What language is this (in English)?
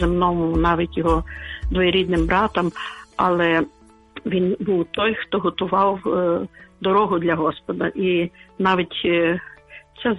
Ukrainian